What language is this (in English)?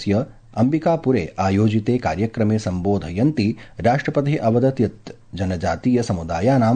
Sanskrit